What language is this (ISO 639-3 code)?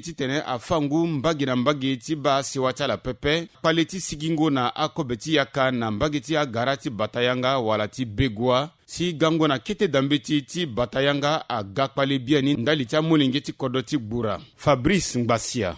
sag